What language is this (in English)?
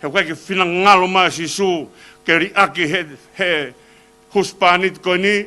Tongan